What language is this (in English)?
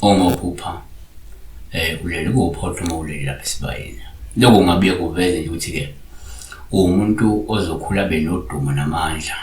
Zulu